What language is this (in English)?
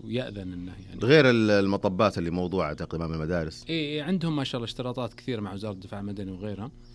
Najdi Arabic